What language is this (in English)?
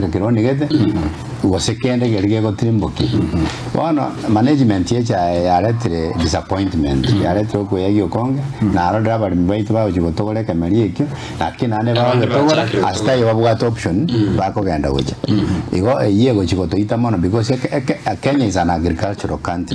Gusii